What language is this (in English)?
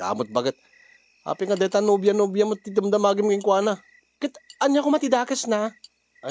Iloko